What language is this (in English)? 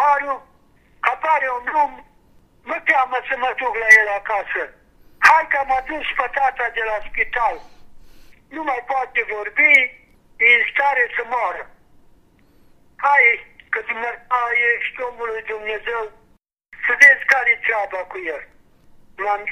Romanian